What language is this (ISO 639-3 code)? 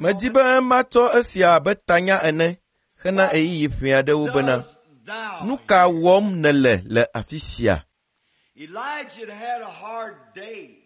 ewe